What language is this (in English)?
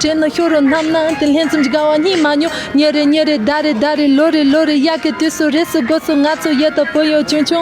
Tibetan